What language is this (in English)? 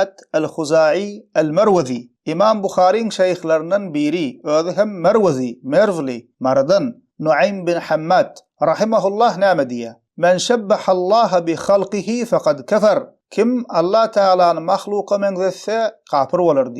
Turkmen